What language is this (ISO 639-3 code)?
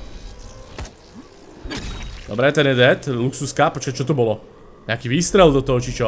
slk